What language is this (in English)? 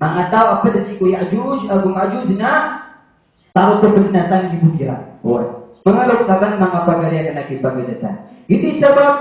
Maranao